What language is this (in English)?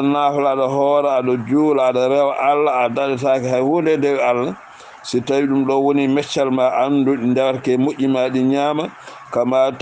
Fula